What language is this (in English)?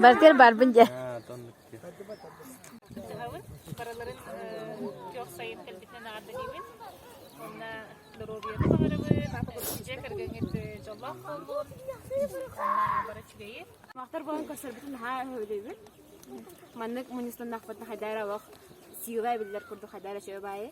Yakut